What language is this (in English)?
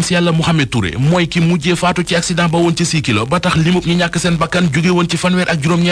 Wolof